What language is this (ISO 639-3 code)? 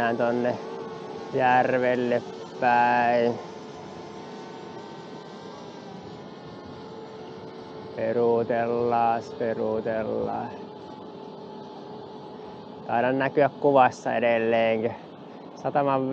fin